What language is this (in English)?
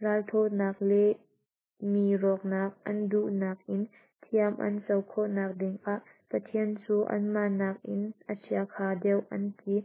Hakha Chin